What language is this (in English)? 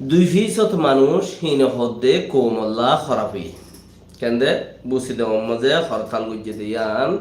Rohingya